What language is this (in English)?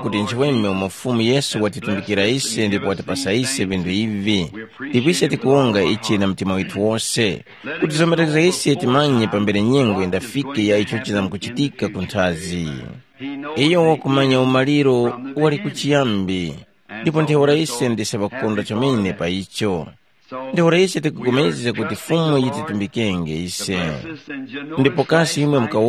Tumbuka